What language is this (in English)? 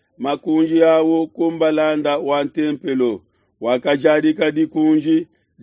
Luba-Lulua